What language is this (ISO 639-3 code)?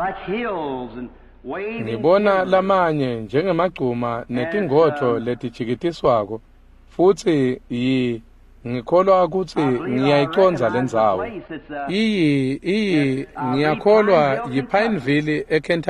ssw